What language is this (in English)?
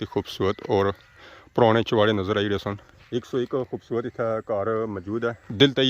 Pahari-Potwari